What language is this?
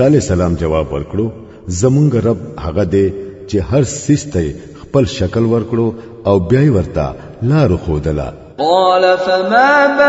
Pashto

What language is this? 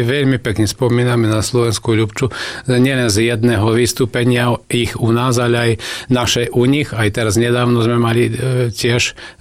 Slovak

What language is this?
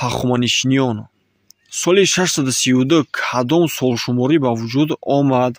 Tajik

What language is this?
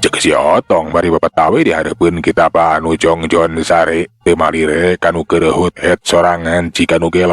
Sundanese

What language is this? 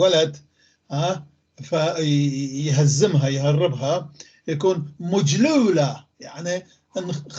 North Levantine Arabic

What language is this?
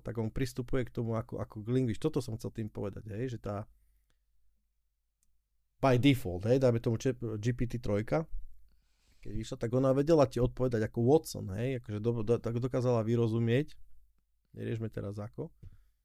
Slovak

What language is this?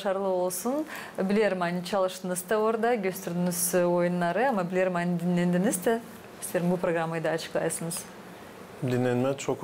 Gagauz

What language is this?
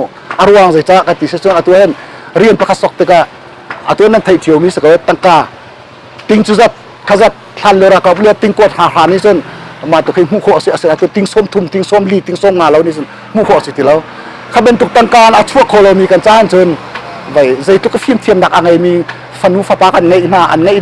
Hakha Chin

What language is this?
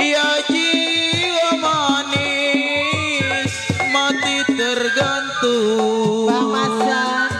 Betawi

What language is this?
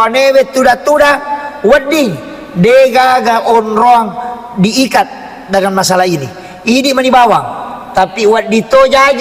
Buginese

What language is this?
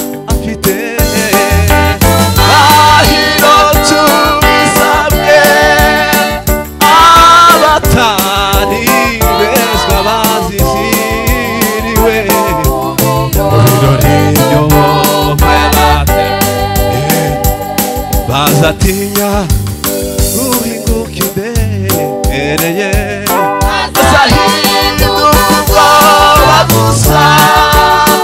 Kinyarwanda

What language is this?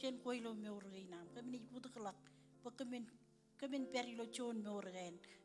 Marshallese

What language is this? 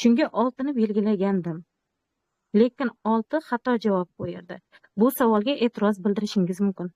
Uzbek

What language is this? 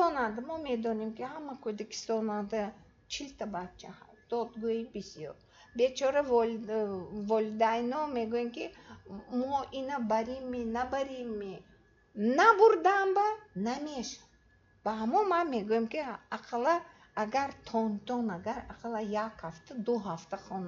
Tajik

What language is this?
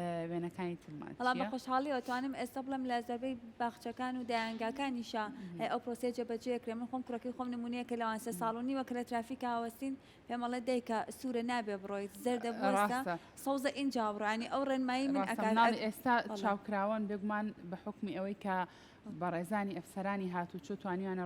Central Kurdish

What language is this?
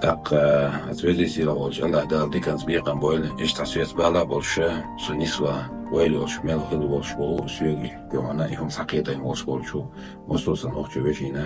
Chechen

